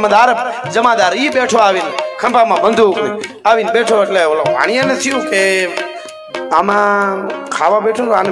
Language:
Gujarati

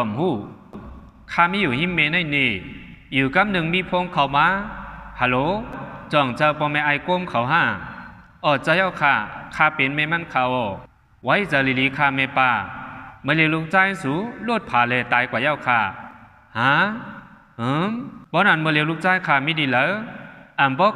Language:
Shan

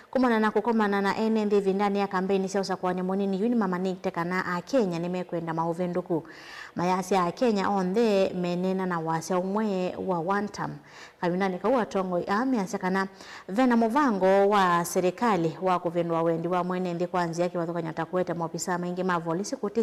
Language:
Kamba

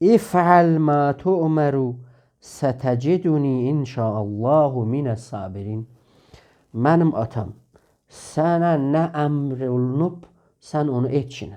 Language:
South Azerbaijani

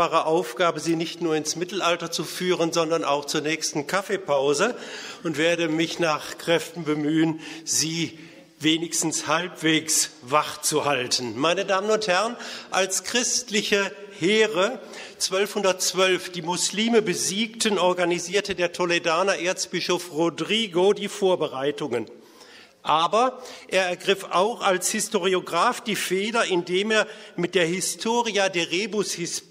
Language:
German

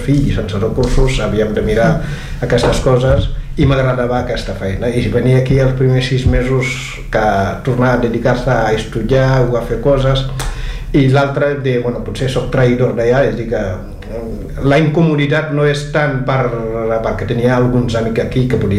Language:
Catalan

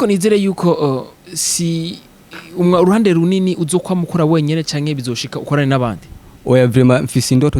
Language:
Rundi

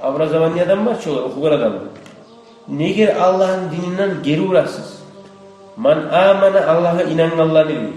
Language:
Kumyk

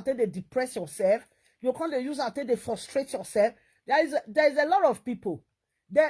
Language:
Nigerian Pidgin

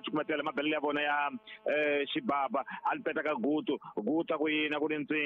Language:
Tsonga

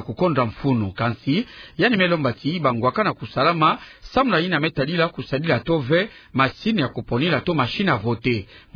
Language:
Kituba (Democratic Republic of Congo)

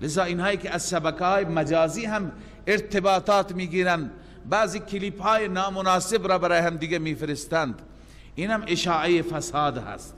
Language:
Persian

